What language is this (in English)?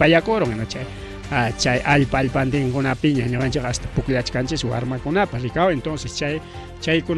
Ayacucho Quechua